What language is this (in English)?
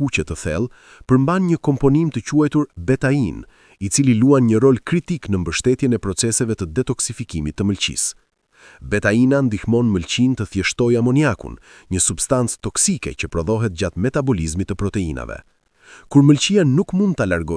Albanian